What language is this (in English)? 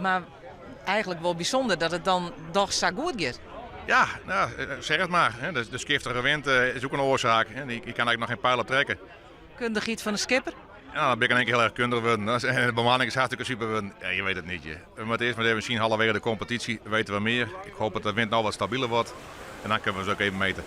Western Frisian